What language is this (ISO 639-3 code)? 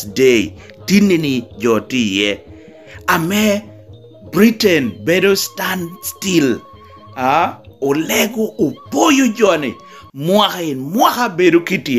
laj